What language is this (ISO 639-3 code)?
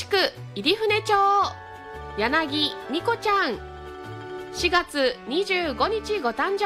jpn